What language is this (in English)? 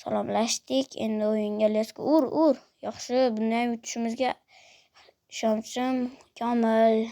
Uzbek